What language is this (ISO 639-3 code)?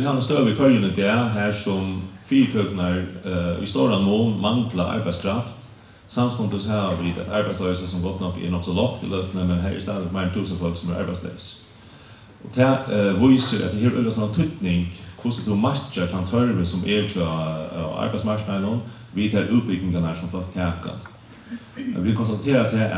fao